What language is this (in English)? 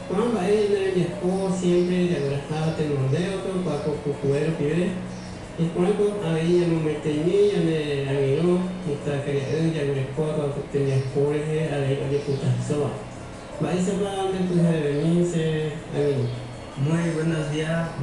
Guarani